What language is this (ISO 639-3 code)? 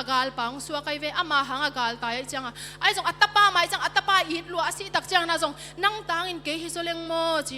ctd